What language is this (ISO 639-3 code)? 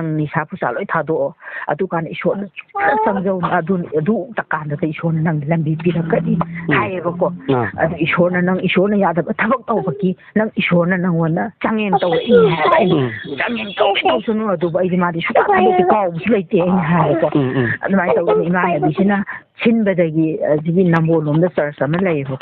mni